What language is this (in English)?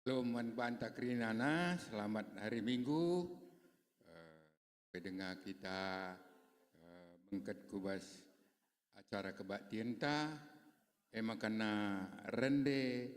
Batak Karo